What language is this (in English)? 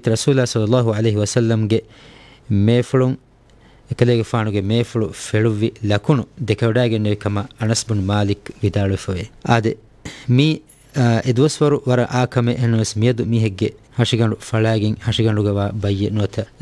Divehi